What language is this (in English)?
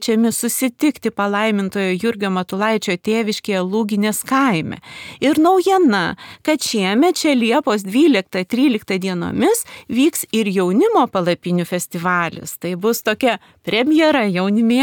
Lithuanian